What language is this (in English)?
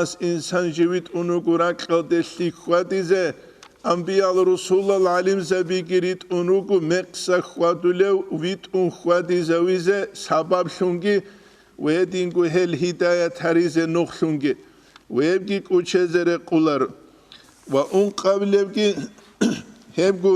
Avaric